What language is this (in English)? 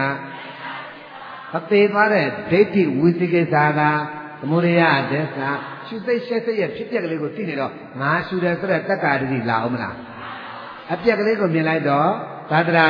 Burmese